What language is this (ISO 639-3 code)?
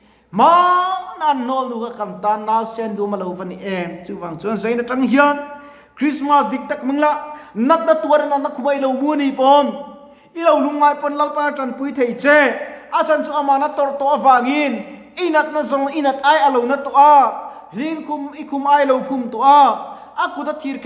lus